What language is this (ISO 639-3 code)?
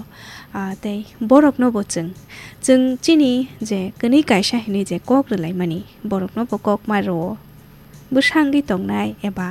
trp